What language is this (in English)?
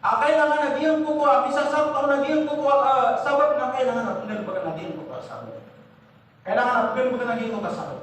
Maranao